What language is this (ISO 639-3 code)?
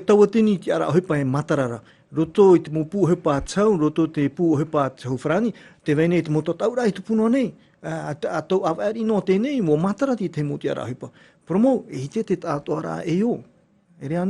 tah